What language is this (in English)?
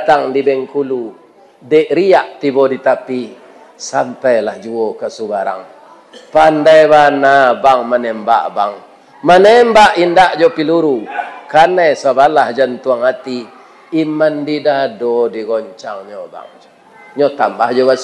Minangkabau